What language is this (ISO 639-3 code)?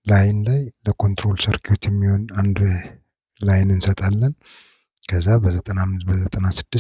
amh